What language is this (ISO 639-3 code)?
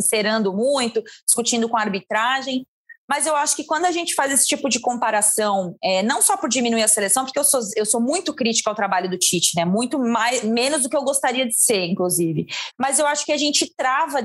por